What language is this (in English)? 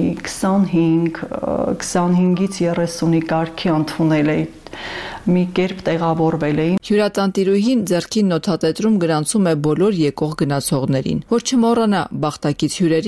Armenian